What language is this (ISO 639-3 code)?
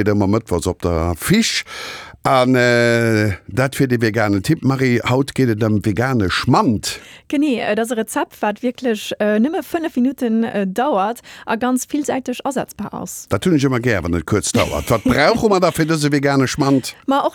ltz